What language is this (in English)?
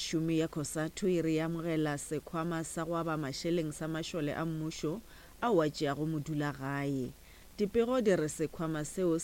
Northern Sotho